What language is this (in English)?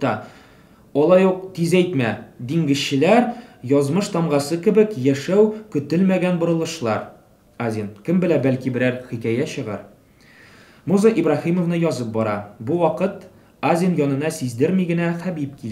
Tatar